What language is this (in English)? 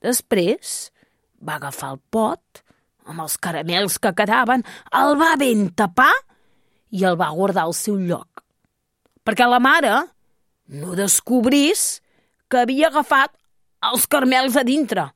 Catalan